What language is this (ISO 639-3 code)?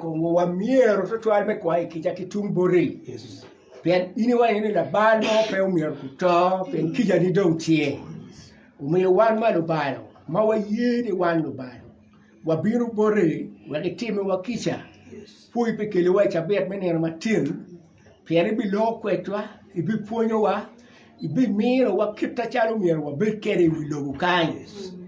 ach